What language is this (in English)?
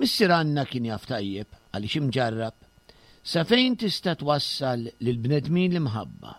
Maltese